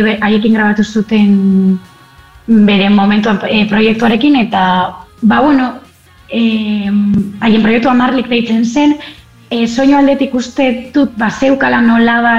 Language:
Basque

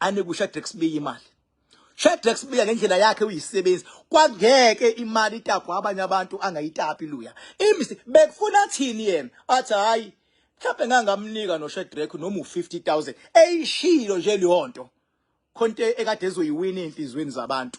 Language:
Zulu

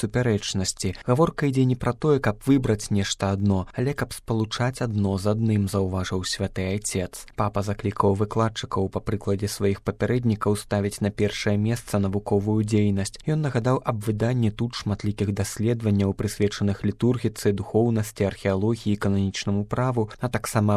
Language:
Belarusian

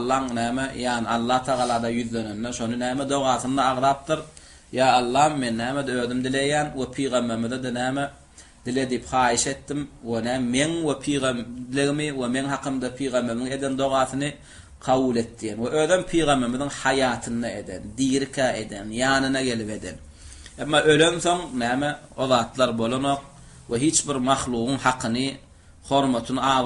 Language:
Turkmen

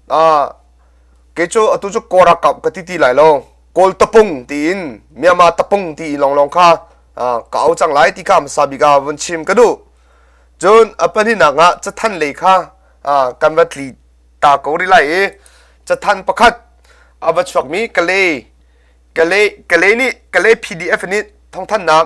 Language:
Hakha Chin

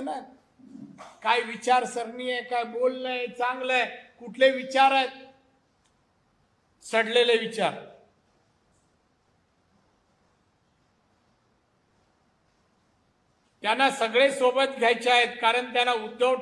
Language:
Marathi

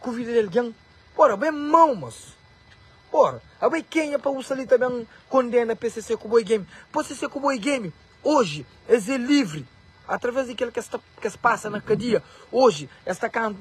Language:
Kabuverdianu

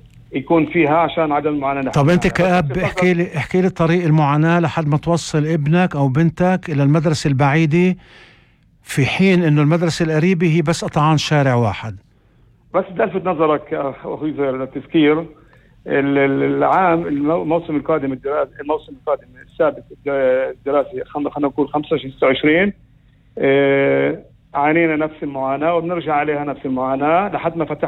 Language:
North Levantine Arabic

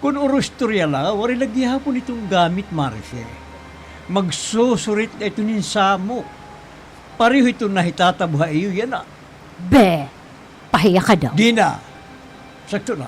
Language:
Waray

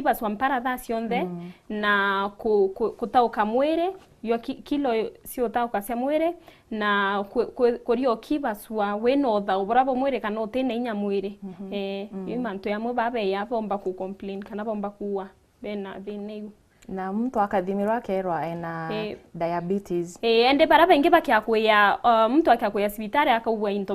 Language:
Meru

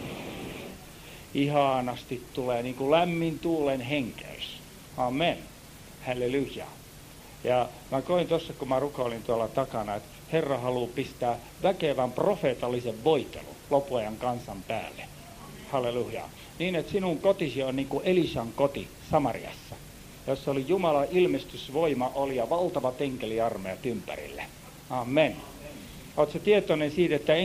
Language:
Finnish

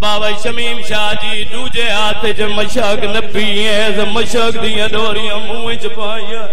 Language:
Saraiki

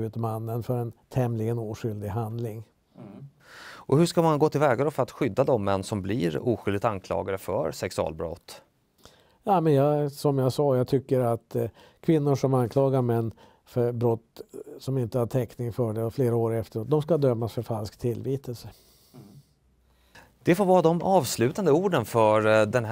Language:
Swedish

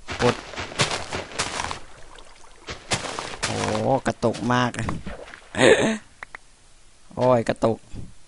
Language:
Thai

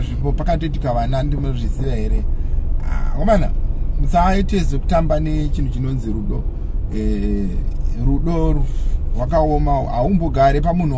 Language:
Shona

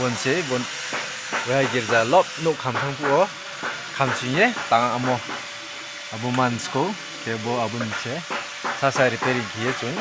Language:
Riang (India)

